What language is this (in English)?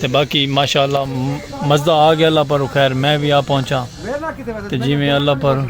Saraiki